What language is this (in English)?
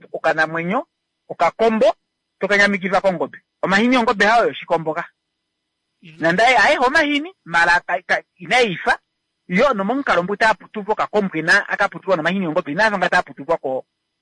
Kuanyama